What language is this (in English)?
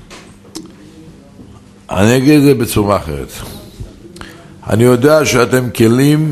Hebrew